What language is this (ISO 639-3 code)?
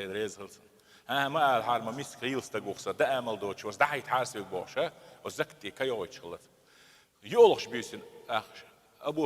che